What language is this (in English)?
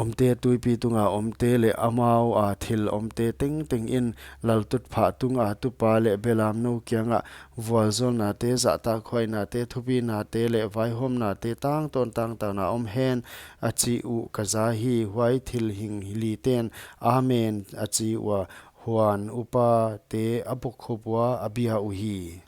Paite Chin